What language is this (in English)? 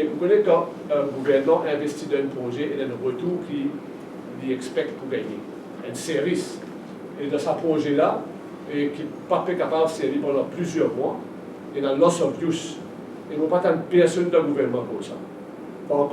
Morisyen